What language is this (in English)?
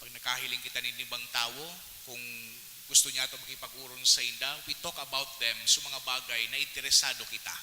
Bikol